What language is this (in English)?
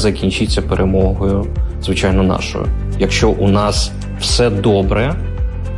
Ukrainian